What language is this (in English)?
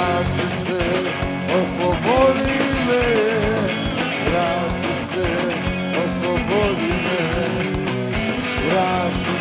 Croatian